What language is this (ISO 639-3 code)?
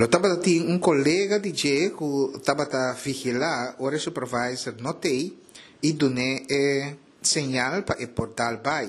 pap